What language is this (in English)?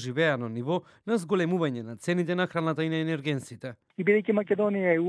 Macedonian